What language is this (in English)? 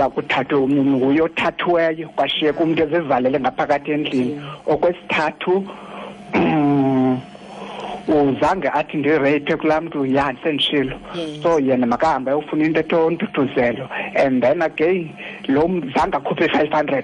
Xhosa